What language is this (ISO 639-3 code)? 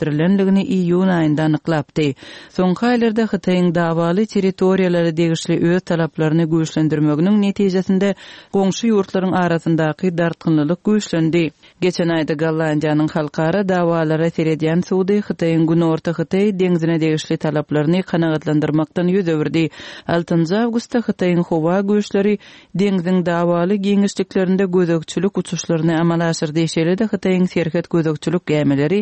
tuk